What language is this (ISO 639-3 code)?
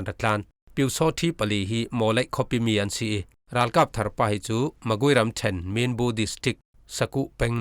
cfm